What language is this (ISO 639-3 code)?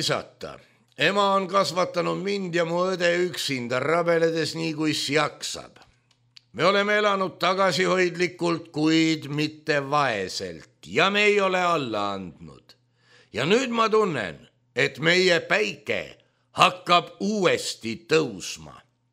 est